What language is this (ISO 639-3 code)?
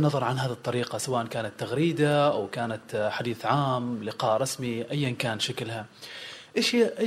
afb